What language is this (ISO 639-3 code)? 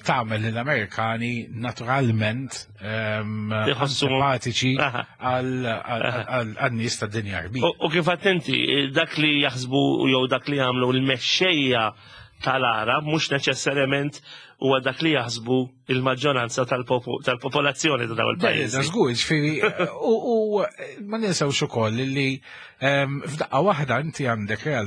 mlt